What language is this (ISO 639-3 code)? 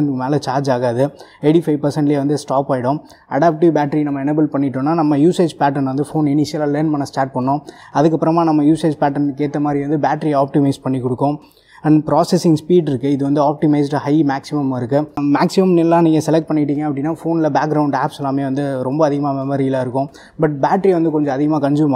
tam